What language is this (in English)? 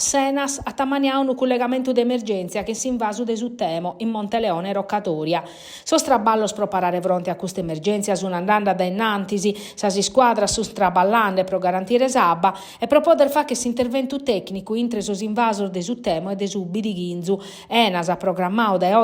Sardinian